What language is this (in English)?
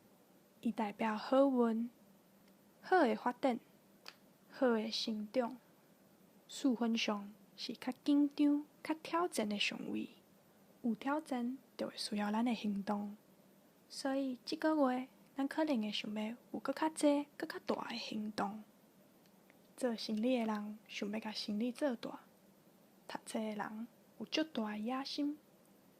Min Nan Chinese